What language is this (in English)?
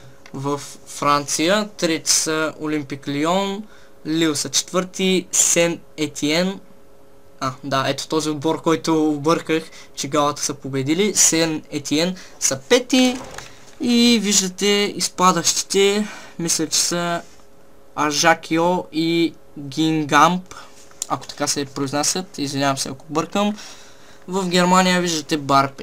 Bulgarian